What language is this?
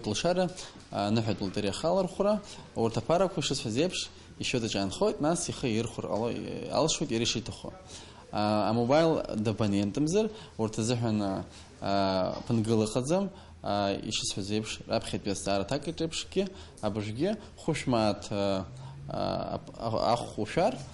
Abkhazian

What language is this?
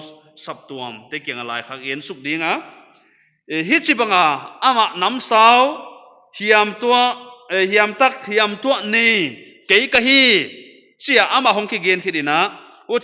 Paite Chin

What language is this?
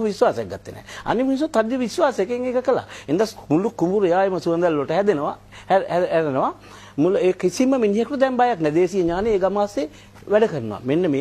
Sinhala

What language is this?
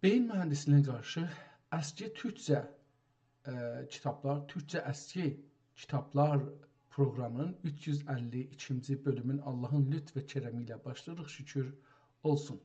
South Azerbaijani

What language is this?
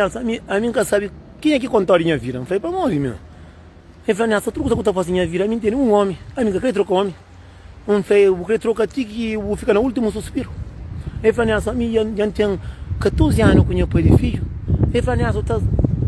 Kabuverdianu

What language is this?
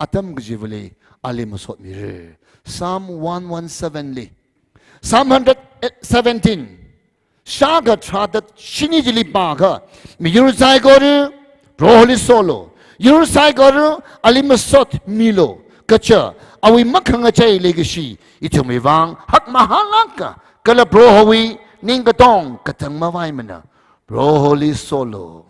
Tangkhul Naga (India)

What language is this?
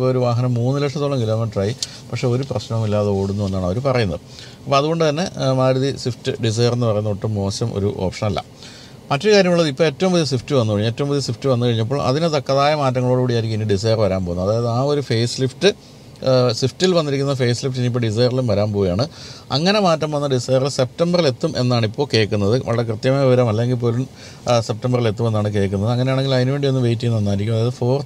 Malayalam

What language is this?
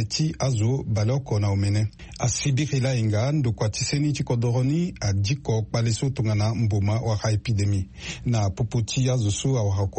Sango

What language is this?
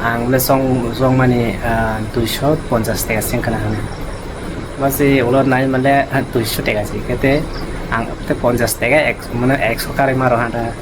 Kok Borok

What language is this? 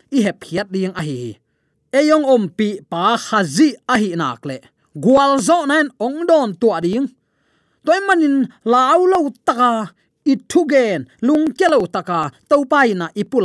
Tedim Chin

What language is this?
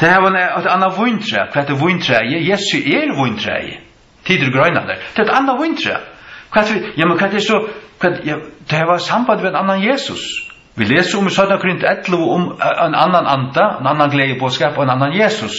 Faroese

